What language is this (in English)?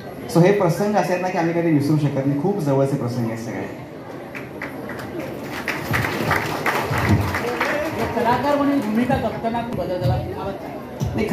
Marathi